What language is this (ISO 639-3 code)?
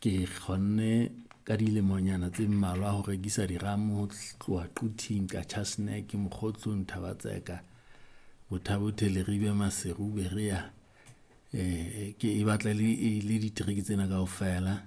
sot